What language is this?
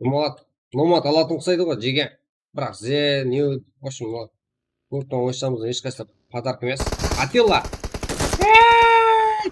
Kara-Kalpak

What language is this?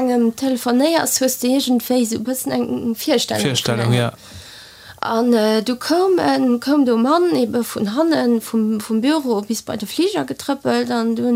Luxembourgish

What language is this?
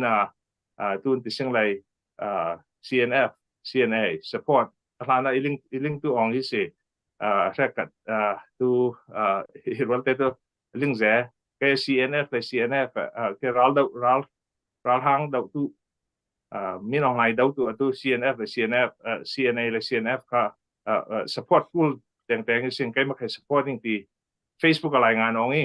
Falam Chin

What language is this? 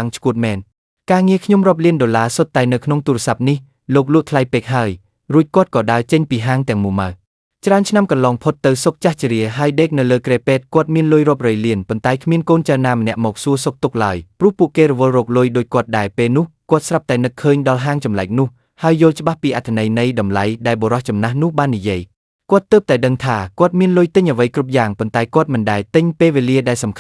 Khmer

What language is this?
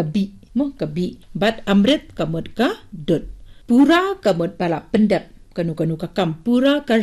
Khasi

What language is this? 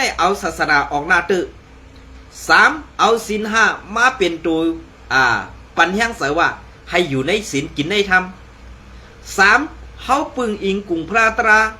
Shan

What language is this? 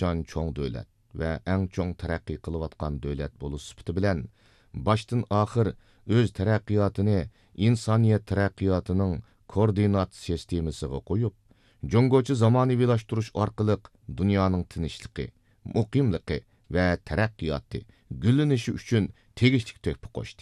Uyghur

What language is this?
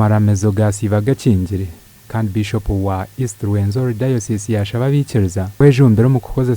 Nyankole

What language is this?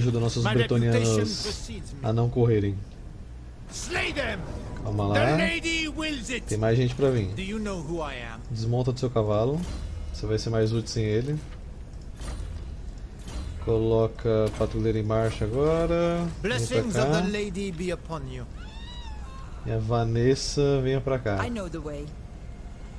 Portuguese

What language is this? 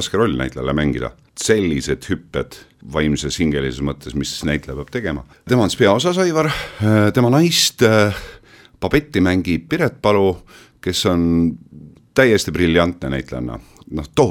Estonian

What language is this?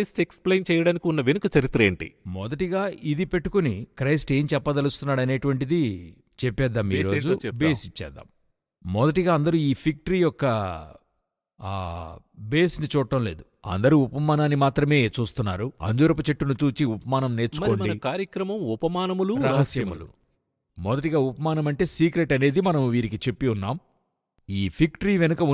Telugu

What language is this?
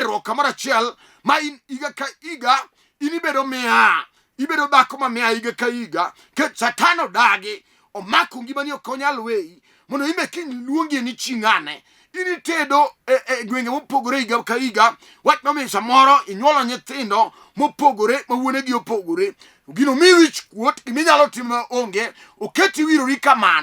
Luo (Kenya and Tanzania)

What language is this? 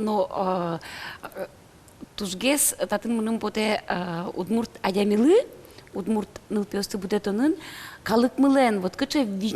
Udmurt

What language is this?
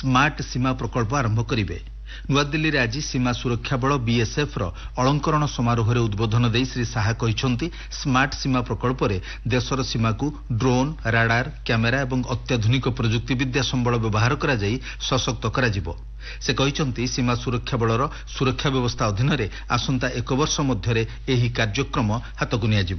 Odia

